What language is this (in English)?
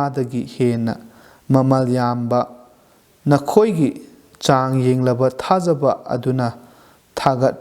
Manipuri